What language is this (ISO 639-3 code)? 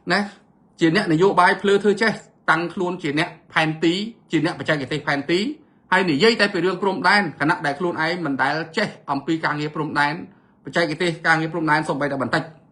khm